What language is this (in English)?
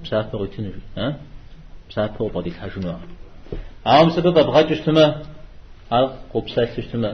Kabardian